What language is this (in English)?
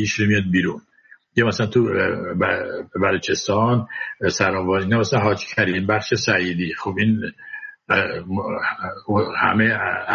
Persian